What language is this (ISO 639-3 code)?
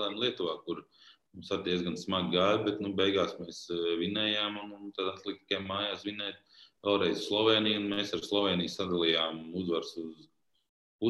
lav